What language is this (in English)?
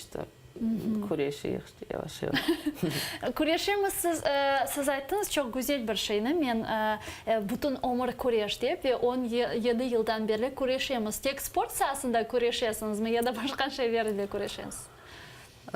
Crimean Tatar